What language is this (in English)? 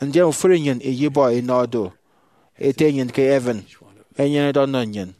Efik